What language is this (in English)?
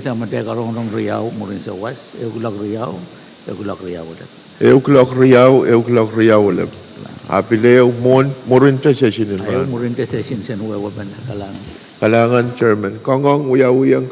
Pohnpeian